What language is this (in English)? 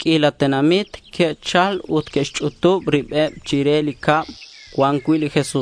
Kekchí